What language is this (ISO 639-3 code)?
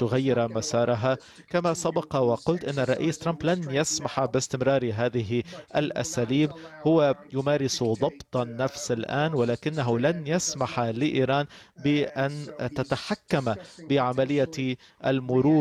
ara